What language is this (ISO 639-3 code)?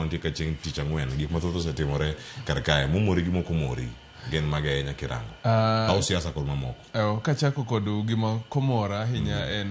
luo